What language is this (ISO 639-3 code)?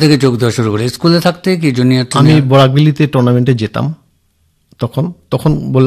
ben